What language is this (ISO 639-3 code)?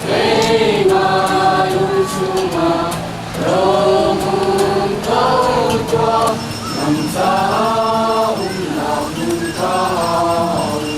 cnh